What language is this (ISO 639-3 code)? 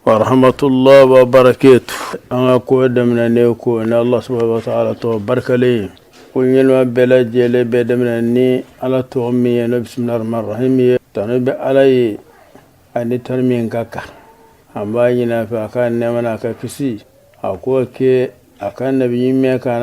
bam